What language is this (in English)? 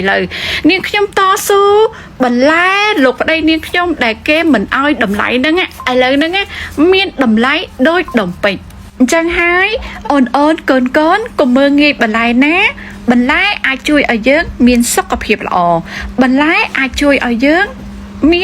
Khmer